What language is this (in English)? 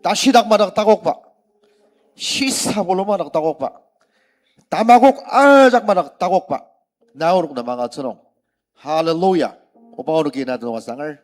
Ao Naga